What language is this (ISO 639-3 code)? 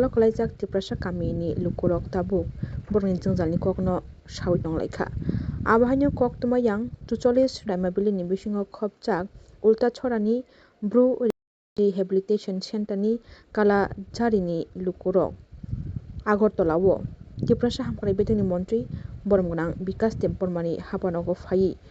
trp